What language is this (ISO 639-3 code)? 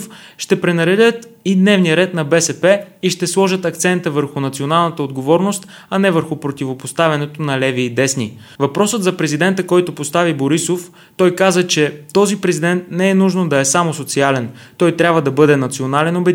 bul